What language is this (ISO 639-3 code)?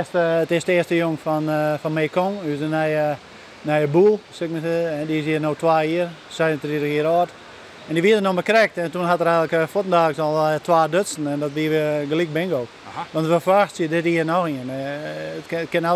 fry